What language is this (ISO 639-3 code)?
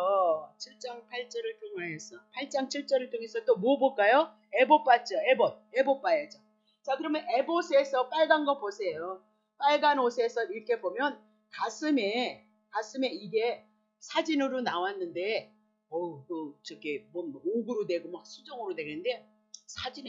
kor